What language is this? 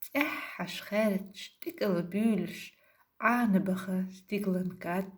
Chechen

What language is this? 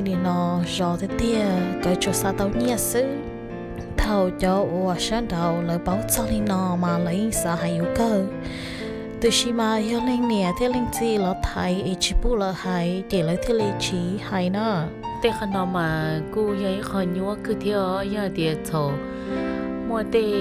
Hmong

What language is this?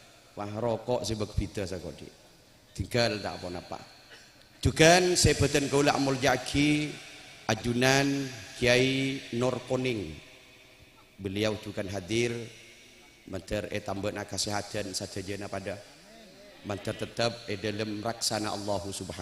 Madurese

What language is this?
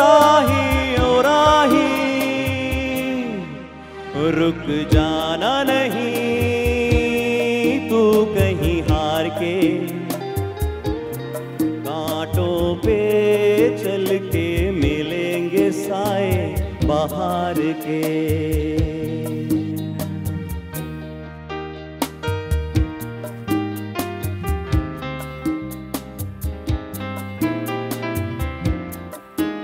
Hindi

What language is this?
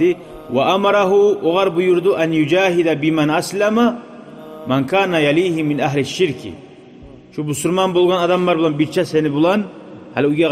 Kumyk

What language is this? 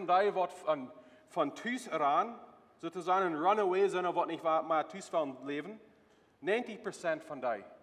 Plautdietsch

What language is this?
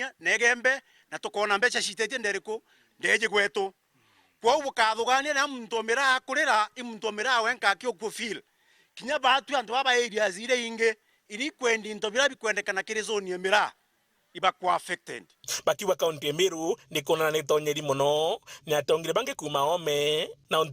Meru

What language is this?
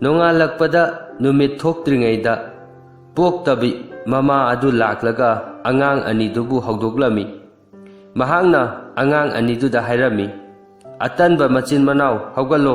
Manipuri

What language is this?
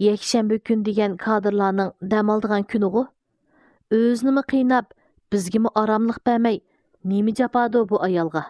Uyghur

